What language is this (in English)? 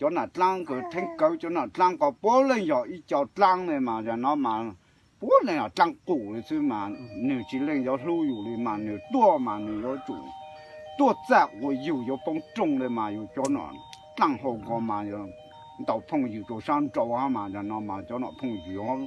Hmong